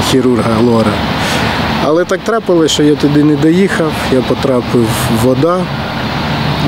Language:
Ukrainian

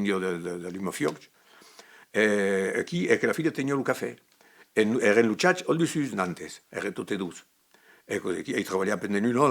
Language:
Occitan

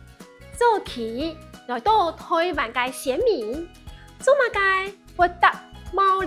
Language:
Hakka Chinese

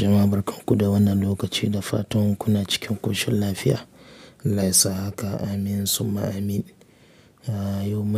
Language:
Hausa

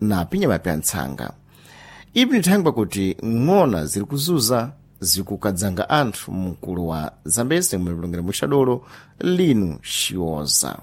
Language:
Sena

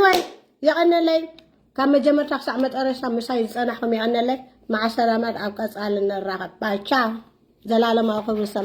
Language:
Tigrinya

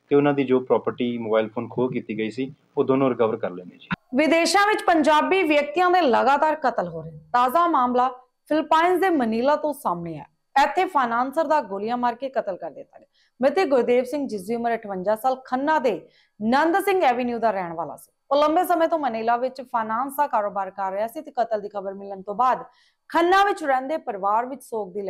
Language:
Punjabi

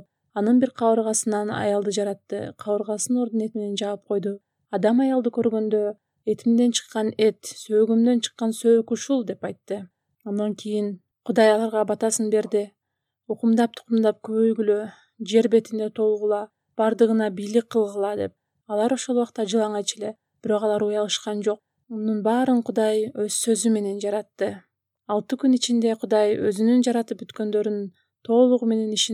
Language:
Kyrgyz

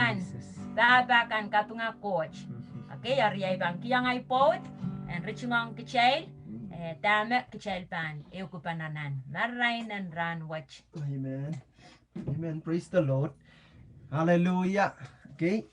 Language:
Pohnpeian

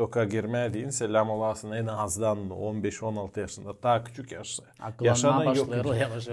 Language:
Gagauz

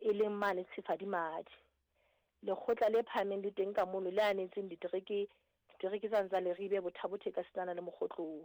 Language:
Southern Sotho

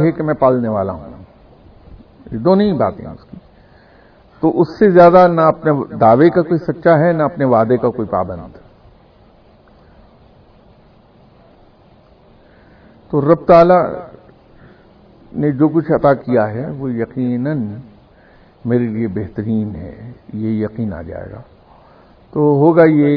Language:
Urdu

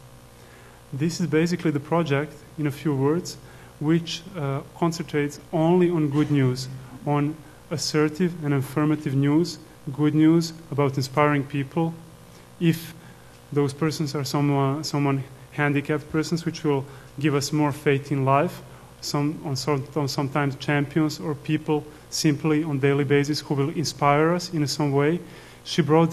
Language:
Serbian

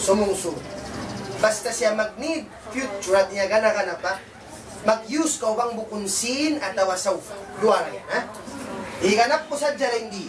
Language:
Tausug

